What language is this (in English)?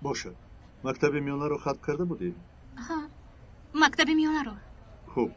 Tajik